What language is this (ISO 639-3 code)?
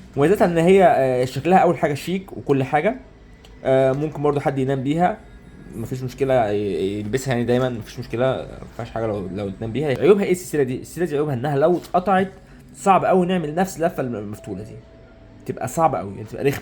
arz